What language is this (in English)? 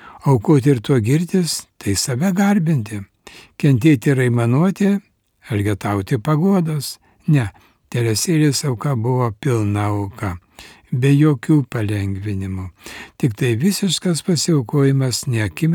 Lithuanian